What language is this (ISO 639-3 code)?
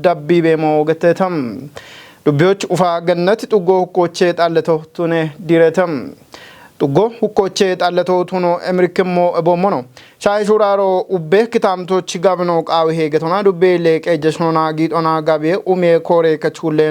kbr